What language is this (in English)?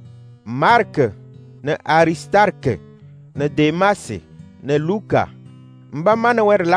Kabiyè